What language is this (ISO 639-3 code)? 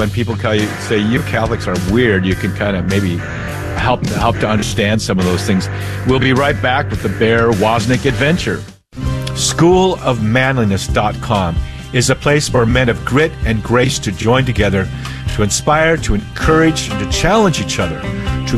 eng